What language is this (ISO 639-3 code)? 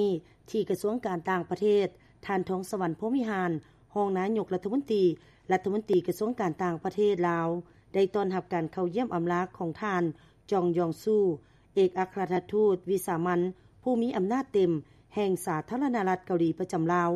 lao